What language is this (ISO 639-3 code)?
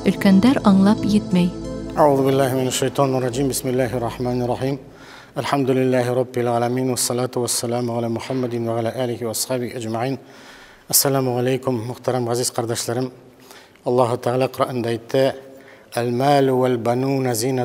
bak